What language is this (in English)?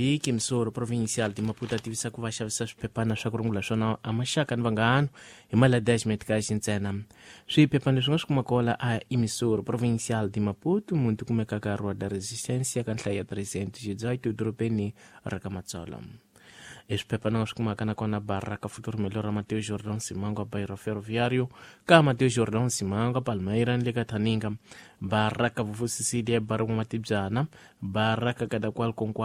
Tsonga